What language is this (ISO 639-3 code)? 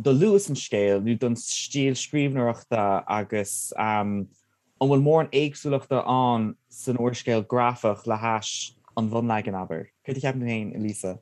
gle